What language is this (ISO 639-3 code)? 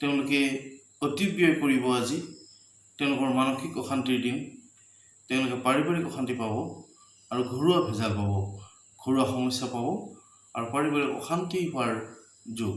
asm